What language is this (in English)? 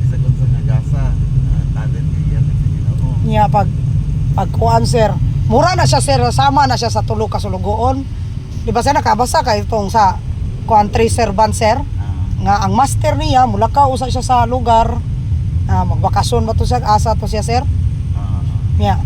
Cebuano